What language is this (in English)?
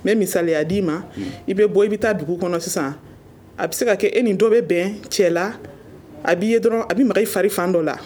Bambara